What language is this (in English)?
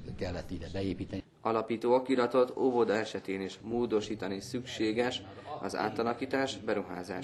Hungarian